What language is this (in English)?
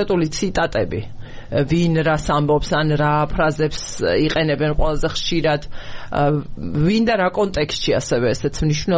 Georgian